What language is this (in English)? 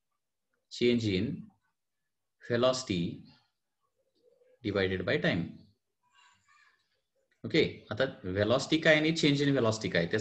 Marathi